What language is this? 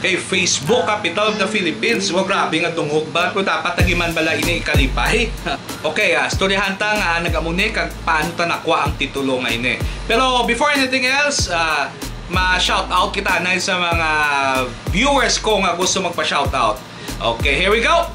Hiligaynon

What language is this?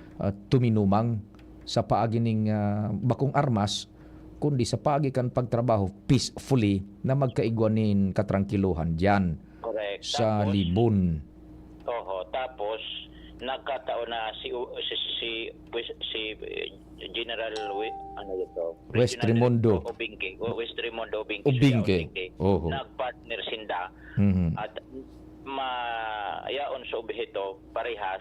Bikol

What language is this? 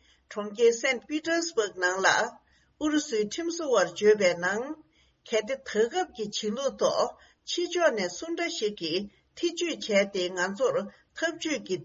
Tibetan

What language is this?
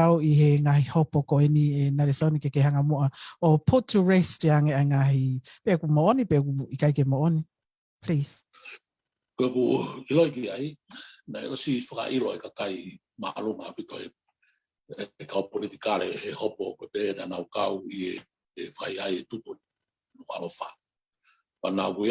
Tongan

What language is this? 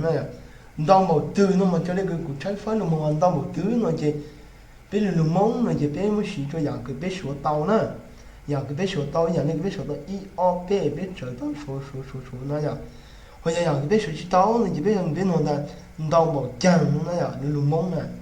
Hmong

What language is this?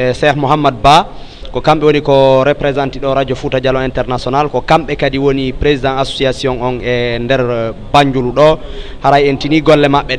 Fula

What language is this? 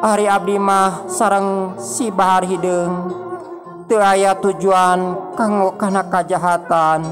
Sundanese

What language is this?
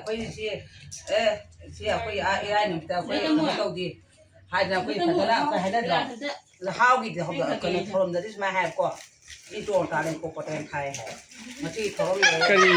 Manipuri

